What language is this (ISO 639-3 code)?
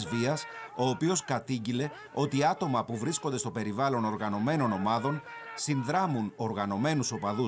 ell